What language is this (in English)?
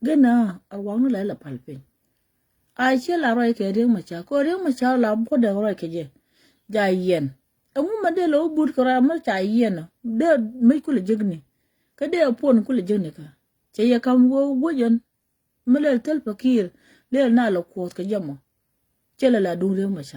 Nuer